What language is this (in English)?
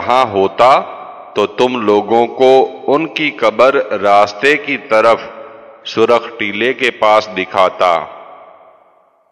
Urdu